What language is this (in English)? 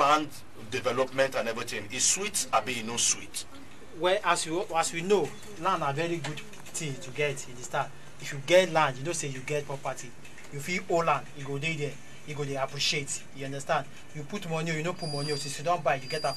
Nigerian Pidgin